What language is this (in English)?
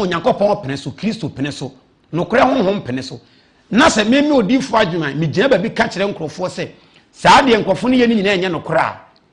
Akan